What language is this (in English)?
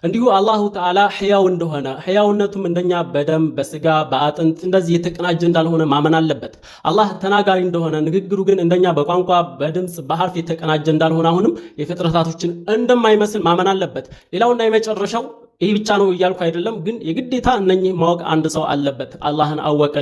Amharic